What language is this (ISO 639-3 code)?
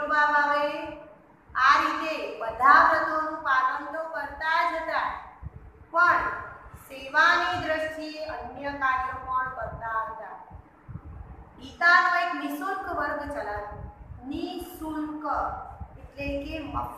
guj